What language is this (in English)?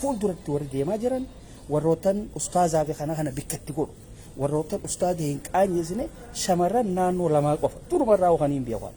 Oromo